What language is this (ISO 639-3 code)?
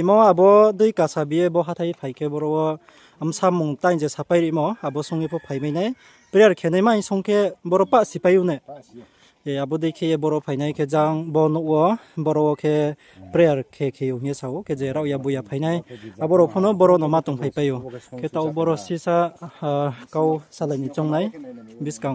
ria